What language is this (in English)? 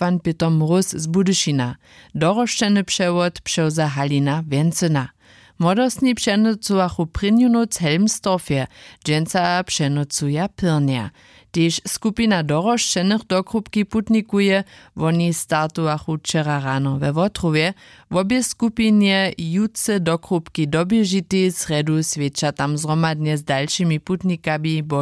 Upper Sorbian